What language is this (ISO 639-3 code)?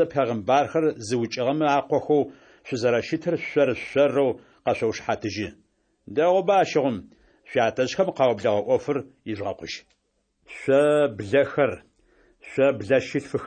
ady